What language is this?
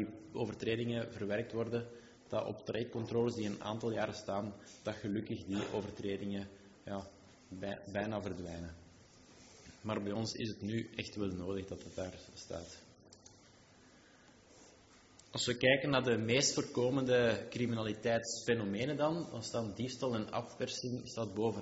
Dutch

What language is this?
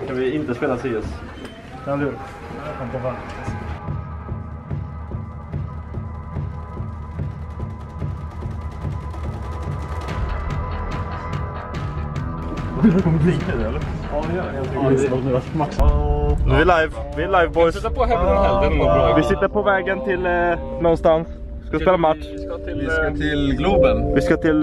Swedish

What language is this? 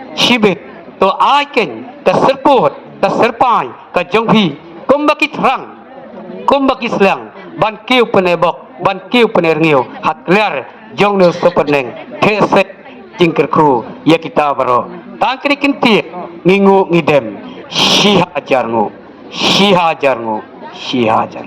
Khasi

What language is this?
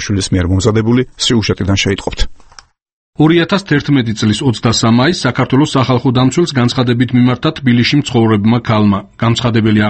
Georgian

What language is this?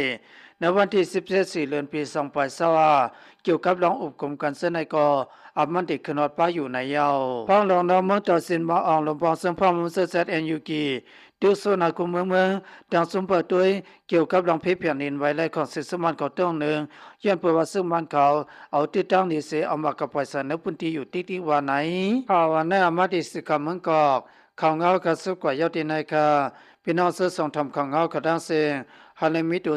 Shan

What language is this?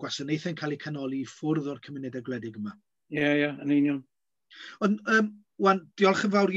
Welsh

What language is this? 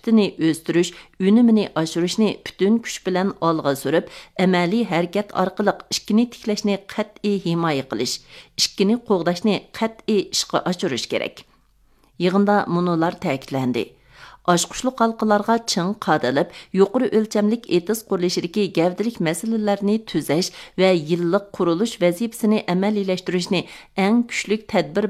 Uyghur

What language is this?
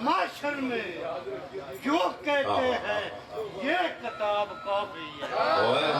Pahari-Potwari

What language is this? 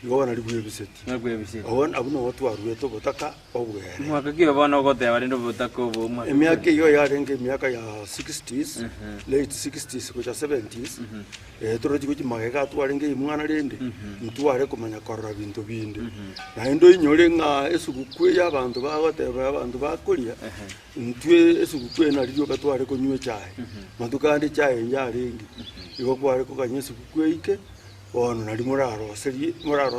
Gusii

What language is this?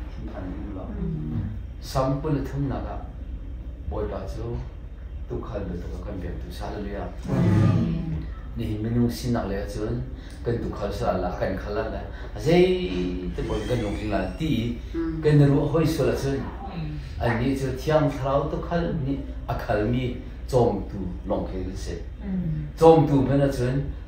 Hakha Chin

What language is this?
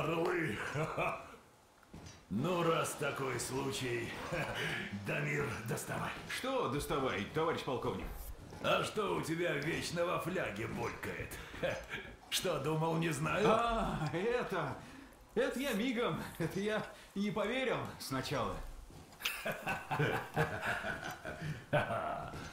Russian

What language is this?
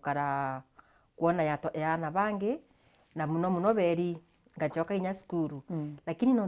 Meru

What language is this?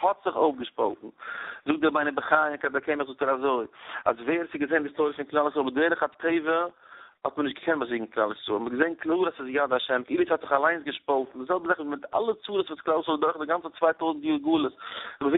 Yiddish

